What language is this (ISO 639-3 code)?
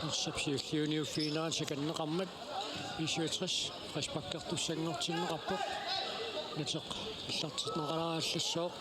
kal